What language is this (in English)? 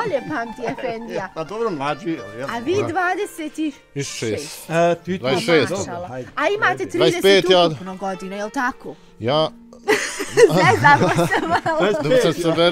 Bosnian